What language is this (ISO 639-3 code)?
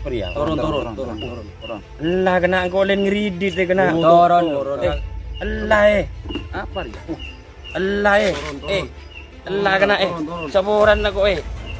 mad